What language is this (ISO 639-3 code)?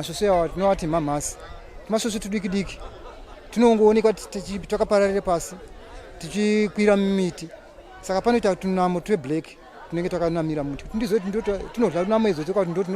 sna